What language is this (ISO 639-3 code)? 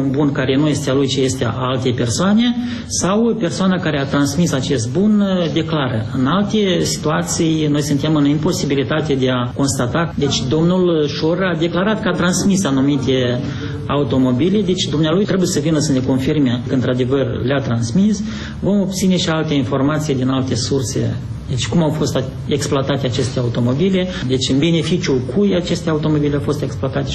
ron